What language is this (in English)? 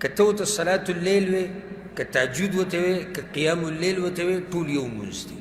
Pashto